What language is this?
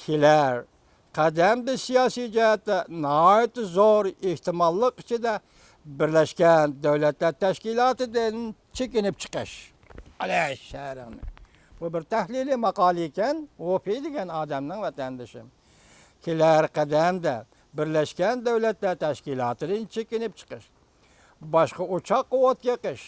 Uyghur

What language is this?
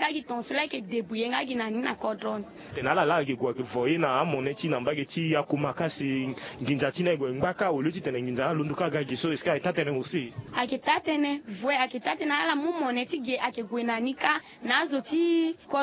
Sango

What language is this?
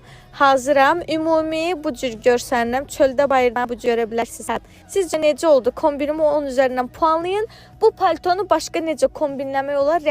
Azerbaijani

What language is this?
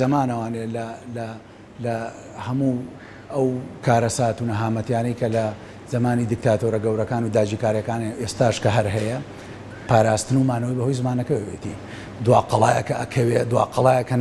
Central Kurdish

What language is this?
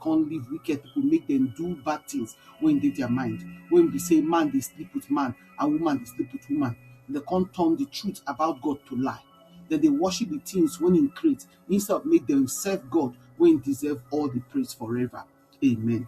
Nigerian Pidgin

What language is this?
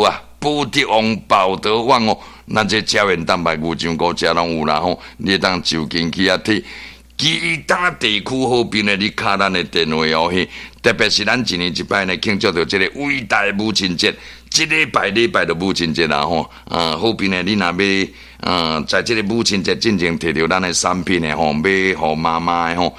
Min Nan Chinese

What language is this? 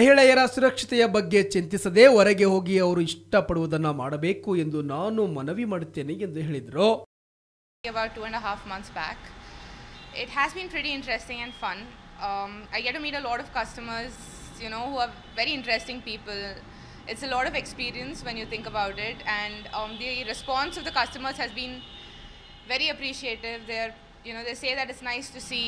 Kannada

